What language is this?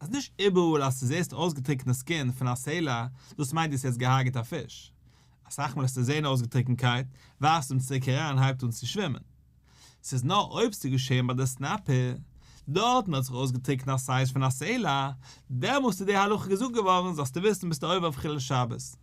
Yiddish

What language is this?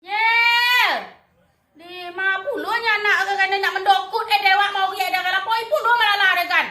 Minangkabau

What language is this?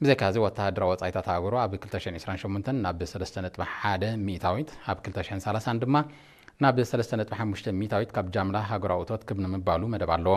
Tigrinya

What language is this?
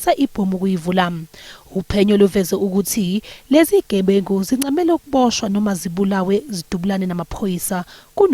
Zulu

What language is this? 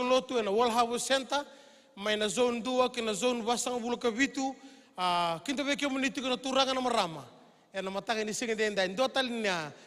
Fijian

